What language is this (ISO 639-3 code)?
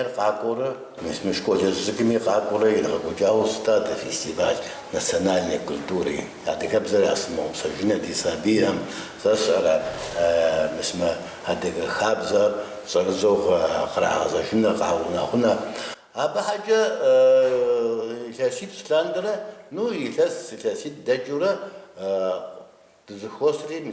kbd